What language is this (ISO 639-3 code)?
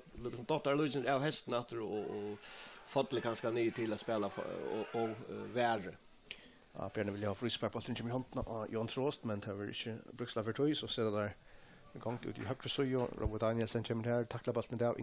fao